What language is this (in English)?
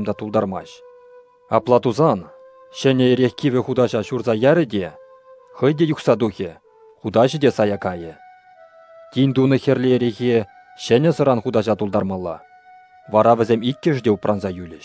Chuvash